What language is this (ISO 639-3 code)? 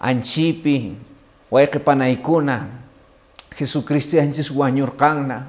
que